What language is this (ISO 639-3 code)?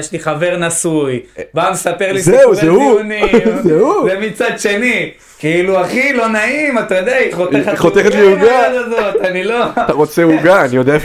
heb